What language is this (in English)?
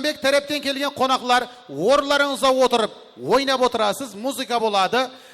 Kara-Kalpak